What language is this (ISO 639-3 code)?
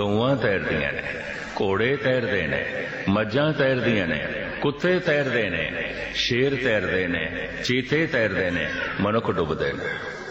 pan